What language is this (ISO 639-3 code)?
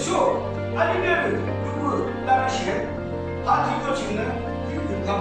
yim